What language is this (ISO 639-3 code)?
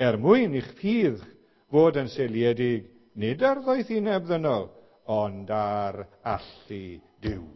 cym